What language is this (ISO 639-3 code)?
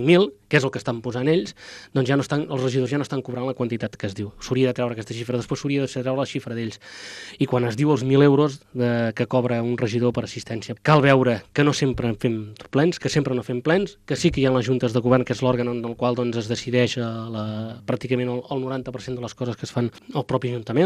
cat